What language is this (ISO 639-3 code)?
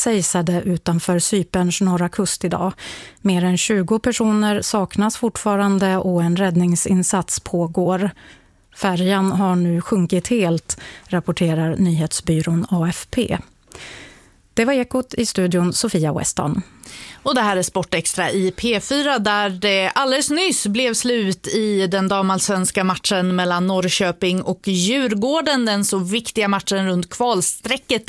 swe